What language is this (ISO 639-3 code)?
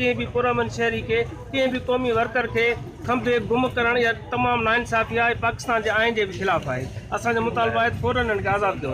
snd